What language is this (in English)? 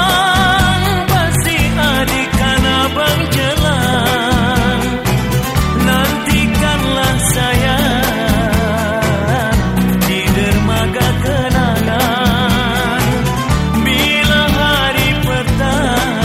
Malay